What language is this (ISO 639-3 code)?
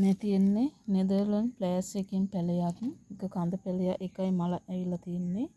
sin